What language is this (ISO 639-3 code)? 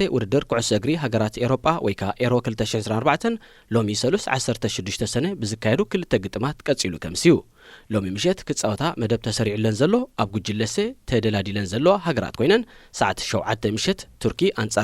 tir